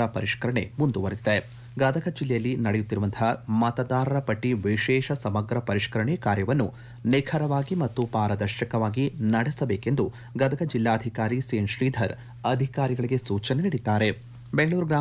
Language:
Kannada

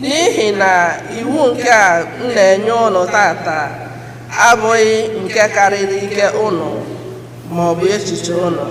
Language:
Igbo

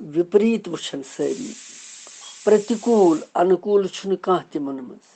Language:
Kashmiri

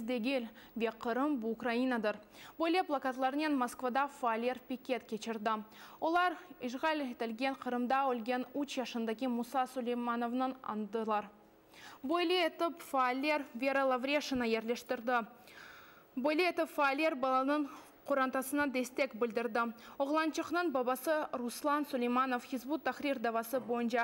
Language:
Crimean Tatar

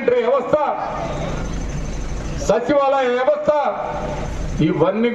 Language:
Telugu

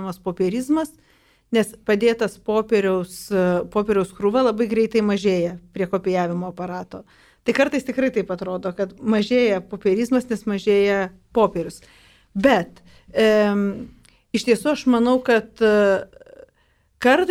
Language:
Lithuanian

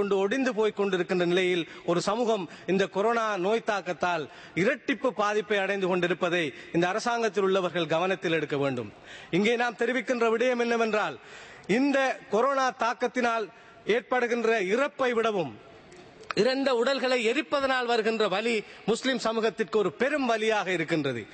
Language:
Tamil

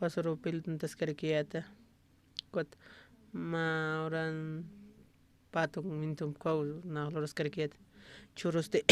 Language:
Aymara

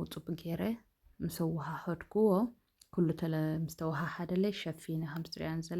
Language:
Tigrinya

